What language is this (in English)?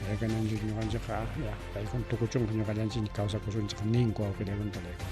Ayacucho Quechua